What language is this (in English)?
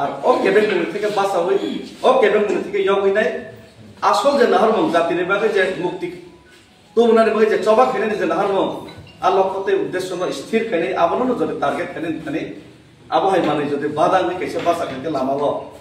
Kok Borok